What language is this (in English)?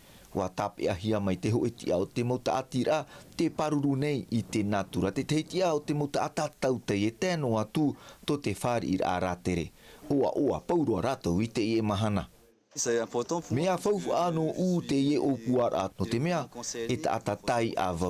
Tahitian